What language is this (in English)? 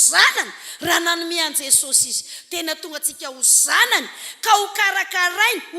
Malagasy